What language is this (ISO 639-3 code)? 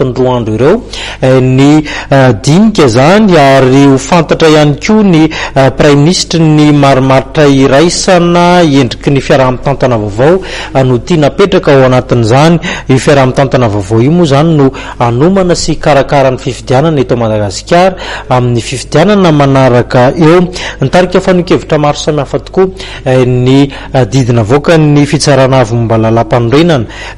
mlg